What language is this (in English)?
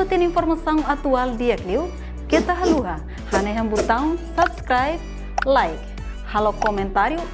Tetum